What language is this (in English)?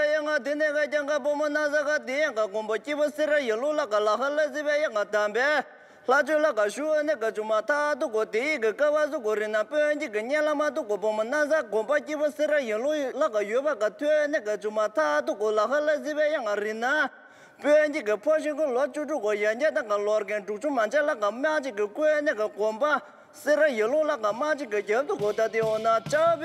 Tibetan